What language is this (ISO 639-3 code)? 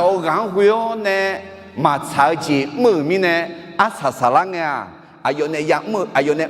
ahk